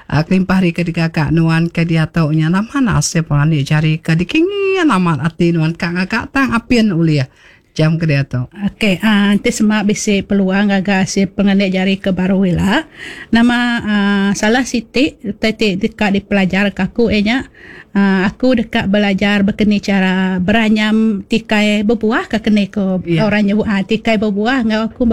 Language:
Iban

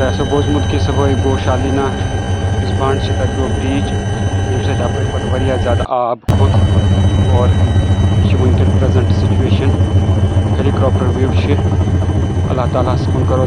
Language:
Kashmiri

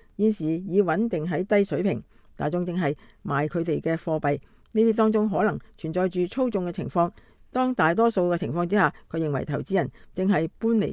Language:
Cantonese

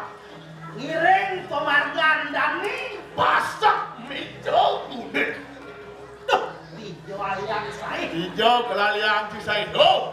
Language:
Balinese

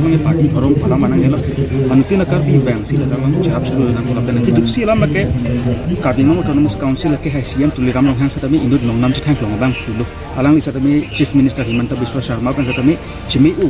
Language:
Karbi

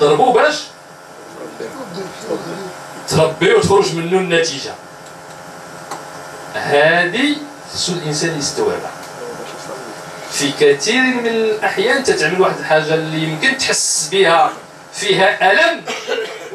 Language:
Moroccan Arabic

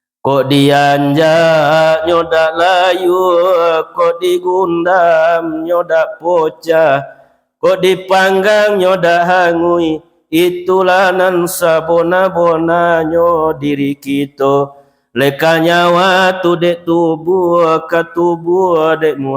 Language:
Minangkabau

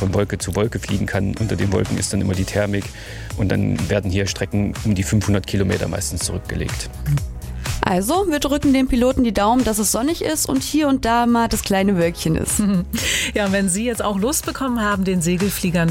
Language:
German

